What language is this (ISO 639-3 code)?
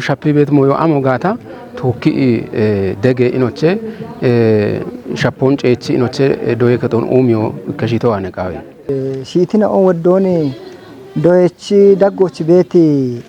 kbr